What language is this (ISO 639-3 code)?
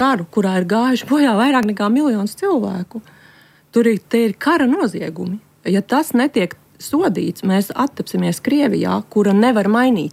lav